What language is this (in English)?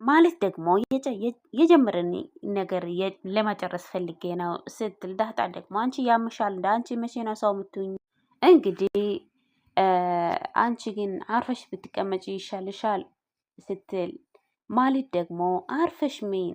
Amharic